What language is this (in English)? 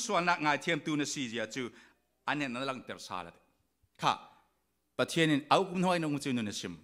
Falam Chin